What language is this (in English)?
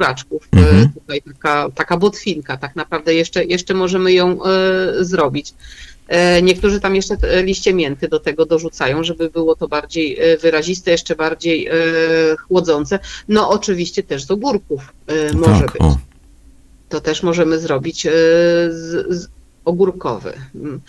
Polish